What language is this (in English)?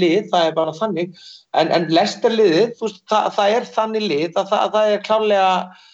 Icelandic